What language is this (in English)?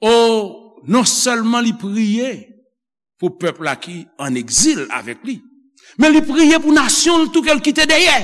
Haitian Creole